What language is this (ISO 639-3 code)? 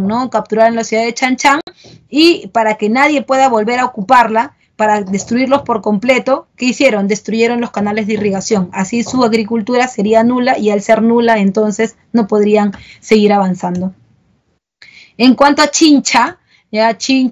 spa